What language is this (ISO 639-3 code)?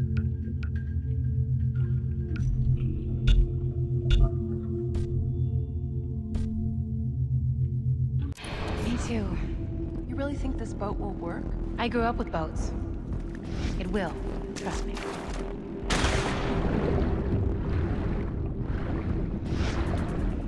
eng